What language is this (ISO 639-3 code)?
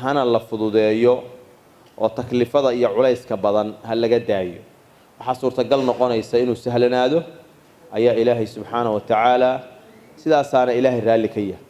som